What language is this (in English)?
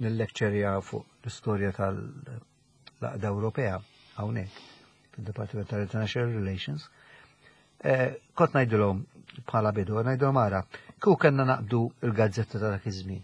Maltese